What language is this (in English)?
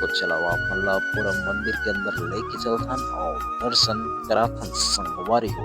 Chhattisgarhi